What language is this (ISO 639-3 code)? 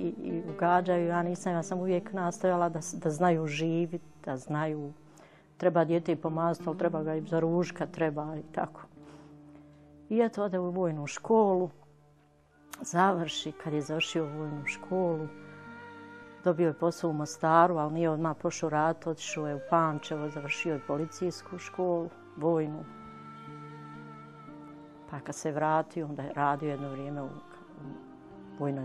bos